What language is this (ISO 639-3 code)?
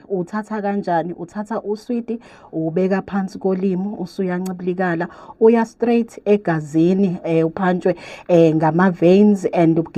zul